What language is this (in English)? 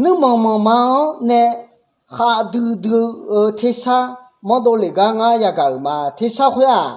Akha